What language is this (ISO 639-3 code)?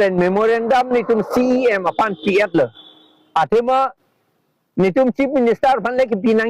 mjw